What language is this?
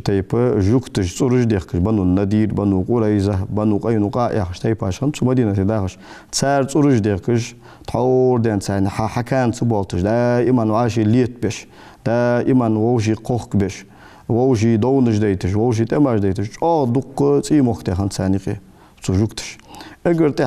Ingush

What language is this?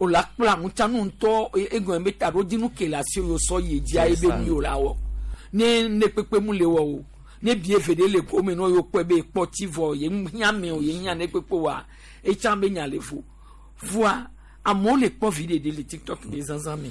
Gen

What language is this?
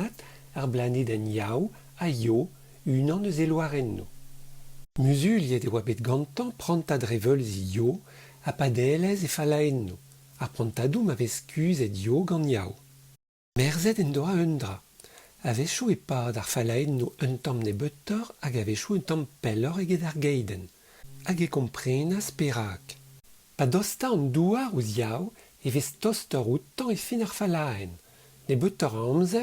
Breton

